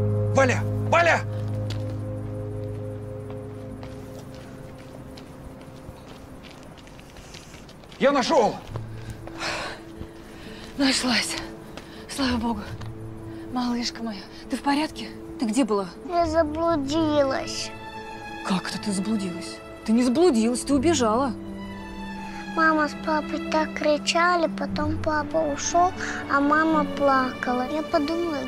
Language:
Russian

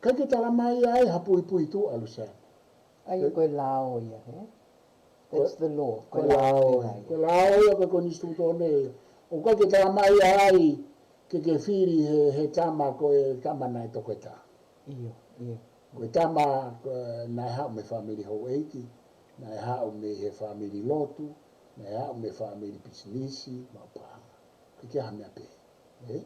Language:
Tongan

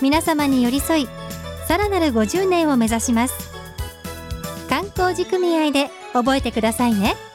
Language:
Japanese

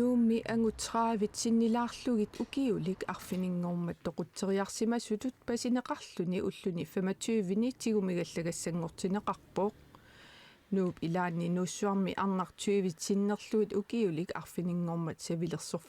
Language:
Kalaallisut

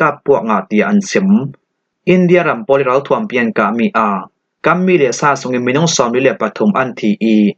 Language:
Falam Chin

